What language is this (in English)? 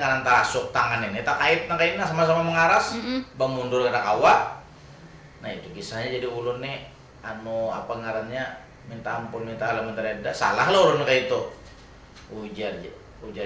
Banjar